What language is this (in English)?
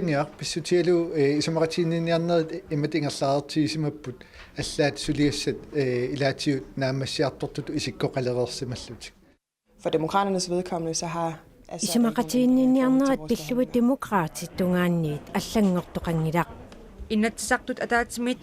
Kalaallisut